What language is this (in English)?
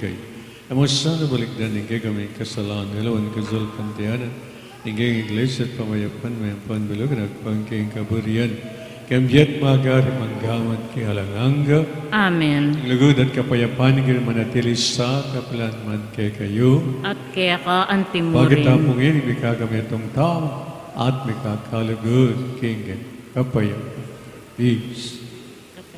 Pampanga